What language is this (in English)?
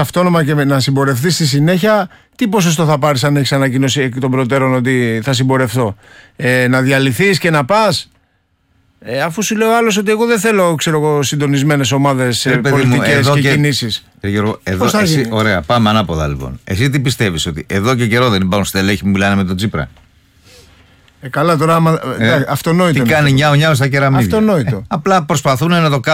Greek